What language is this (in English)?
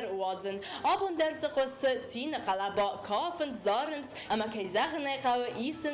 Ossetic